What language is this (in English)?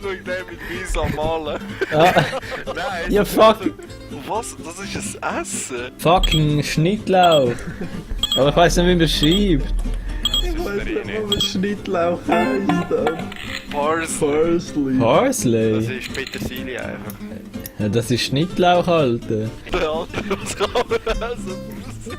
Swiss German